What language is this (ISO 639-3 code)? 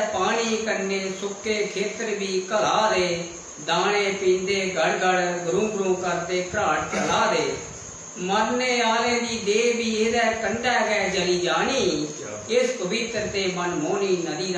doi